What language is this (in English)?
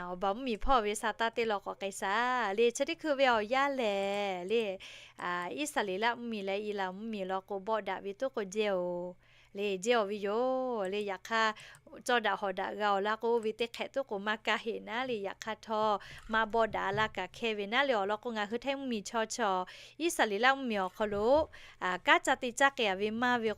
Lahu